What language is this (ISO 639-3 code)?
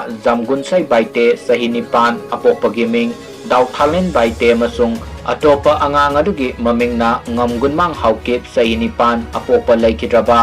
mni